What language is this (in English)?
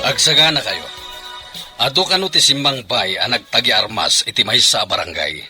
Iloko